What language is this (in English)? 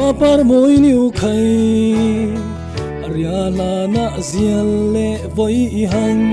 Falam Chin